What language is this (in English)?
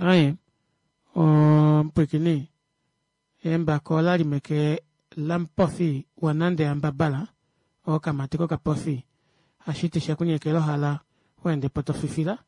Kuanyama